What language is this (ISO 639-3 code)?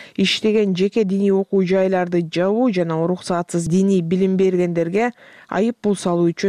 kir